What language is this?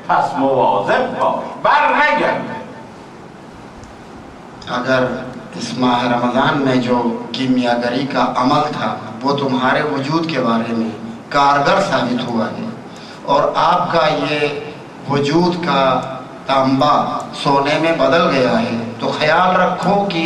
Urdu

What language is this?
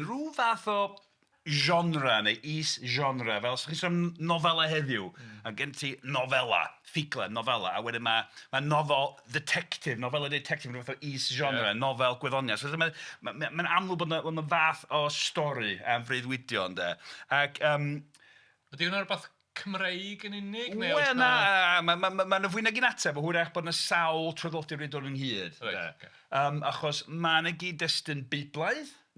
Welsh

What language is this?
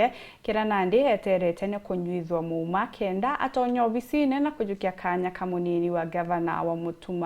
Meru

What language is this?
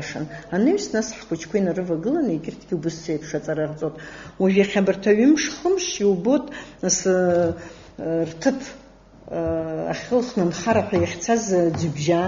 Abkhazian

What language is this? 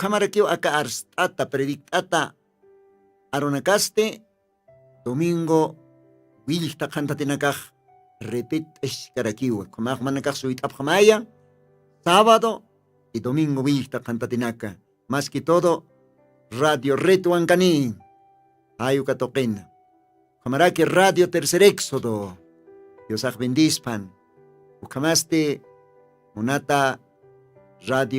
Aymara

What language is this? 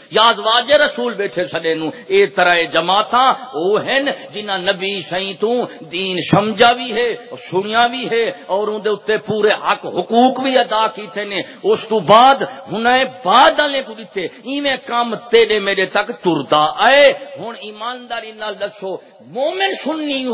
Saraiki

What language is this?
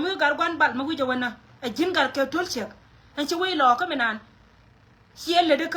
Nuer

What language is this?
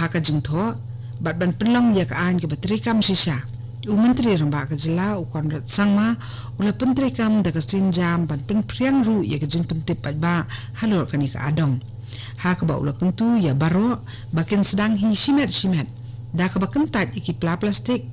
Khasi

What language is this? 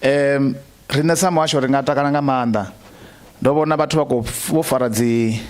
Venda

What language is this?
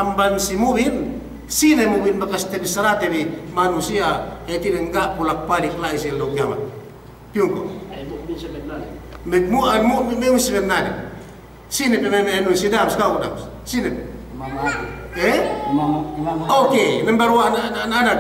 Yakan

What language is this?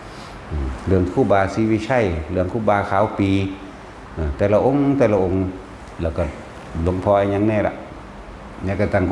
Northeastern Thai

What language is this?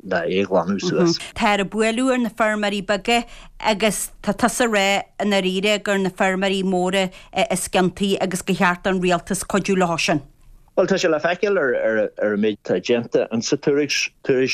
Irish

